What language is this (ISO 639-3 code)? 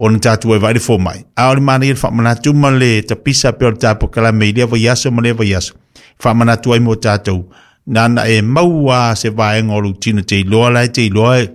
smo